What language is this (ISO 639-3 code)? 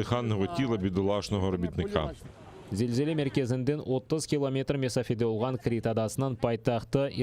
crh